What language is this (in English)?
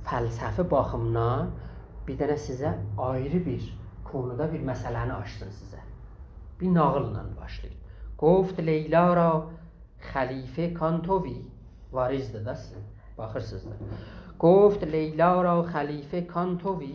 South Azerbaijani